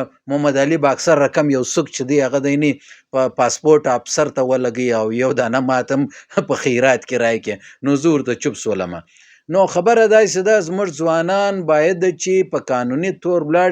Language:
Pashto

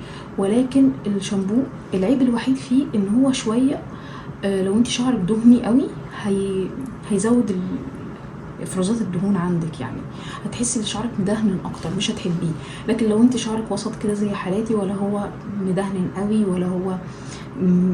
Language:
Egyptian Arabic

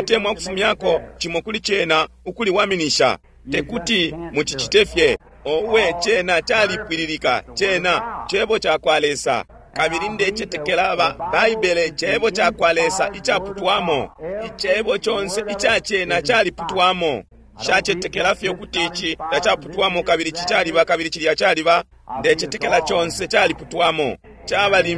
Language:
Bemba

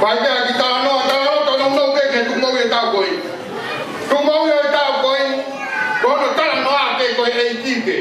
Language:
Tongan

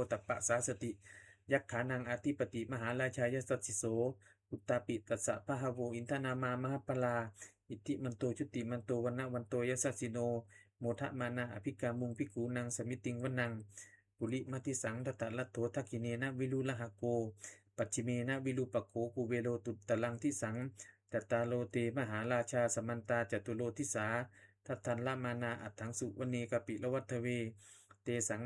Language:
Pali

